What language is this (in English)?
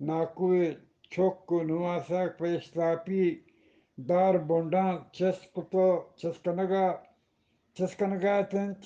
Eastern Balochi